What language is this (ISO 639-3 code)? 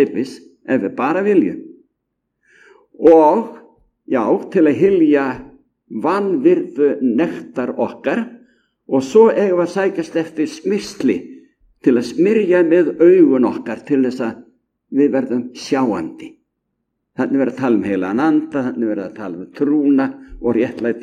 isl